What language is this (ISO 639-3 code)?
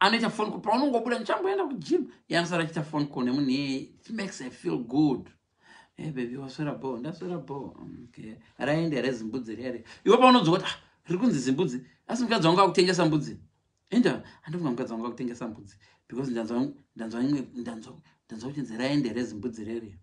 sna